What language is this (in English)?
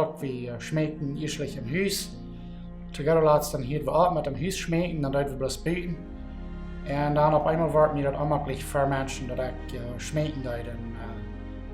Plautdietsch